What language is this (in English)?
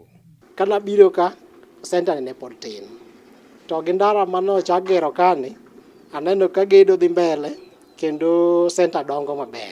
Luo (Kenya and Tanzania)